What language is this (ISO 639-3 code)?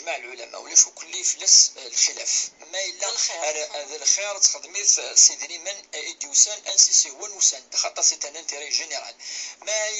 kab